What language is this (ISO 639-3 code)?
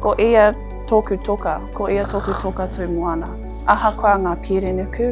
mri